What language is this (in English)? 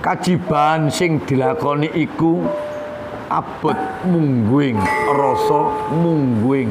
Javanese